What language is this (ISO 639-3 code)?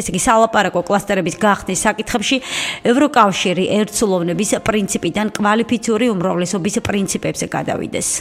kat